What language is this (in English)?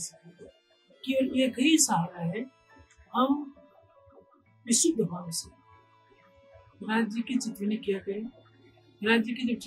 Hindi